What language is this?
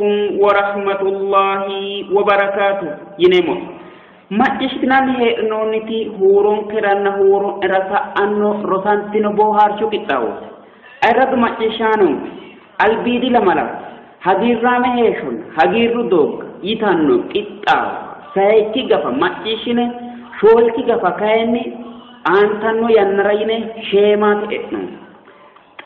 Sidamo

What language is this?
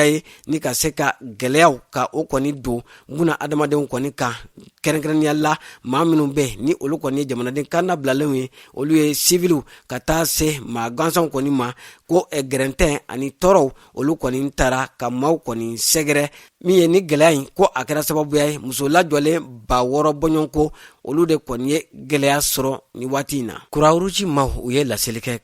Bambara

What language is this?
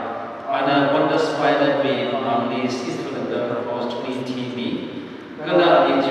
Tangkhul Naga (India)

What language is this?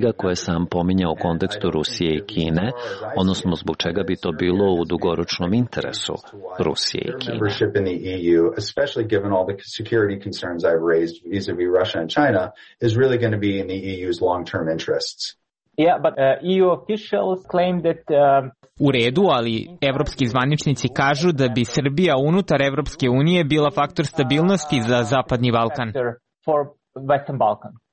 Serbian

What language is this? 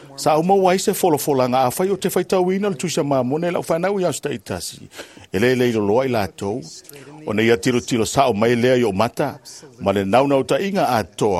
Samoan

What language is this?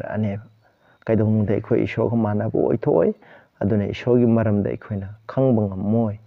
Manipuri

